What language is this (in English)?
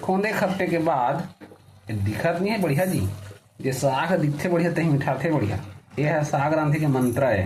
Chhattisgarhi